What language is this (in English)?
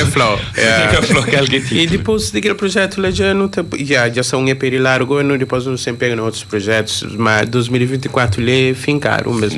Kabuverdianu